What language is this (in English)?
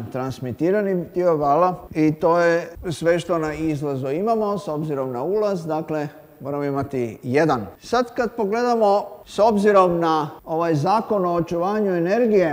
Croatian